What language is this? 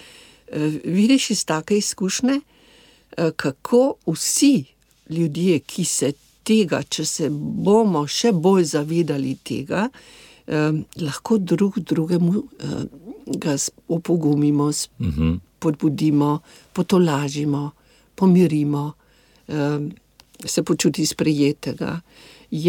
Slovenian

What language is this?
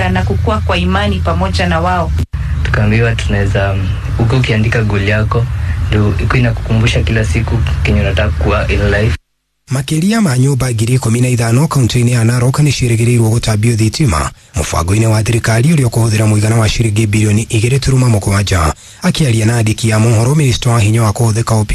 Kikuyu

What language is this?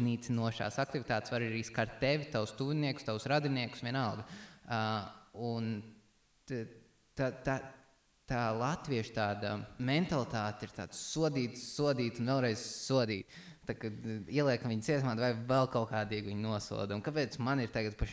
Latvian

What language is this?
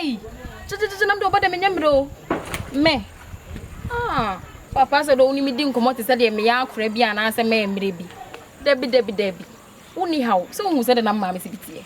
Akan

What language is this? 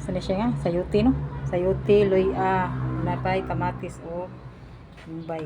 Cebuano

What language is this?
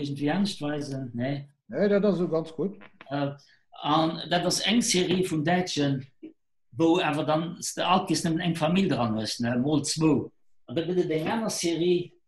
Luxembourgish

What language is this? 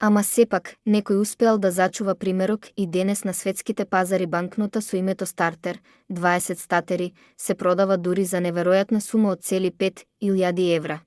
Macedonian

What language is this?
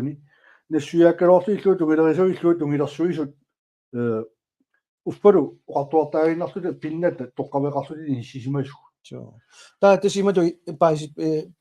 Kalaallisut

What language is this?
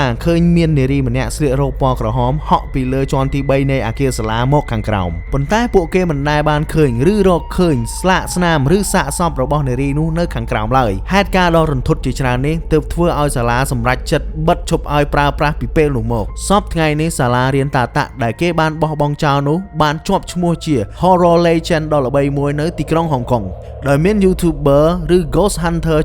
Khmer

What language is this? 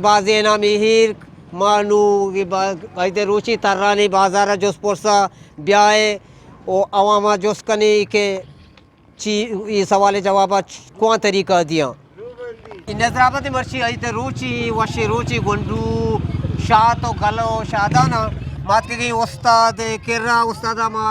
Eastern Balochi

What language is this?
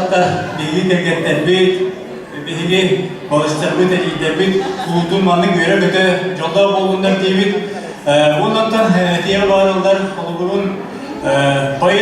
Yakut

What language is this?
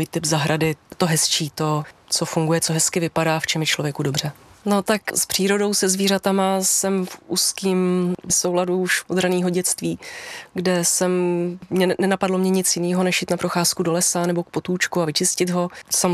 Czech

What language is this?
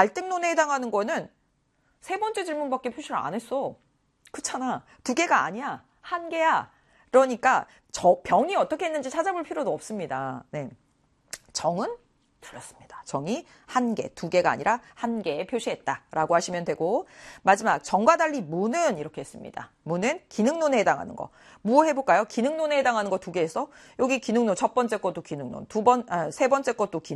Korean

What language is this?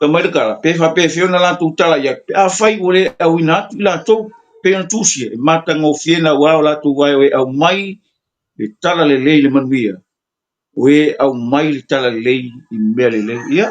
Samoan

